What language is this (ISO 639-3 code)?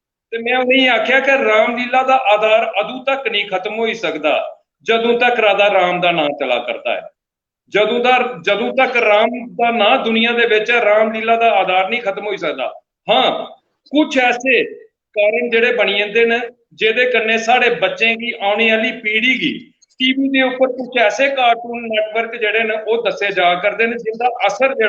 doi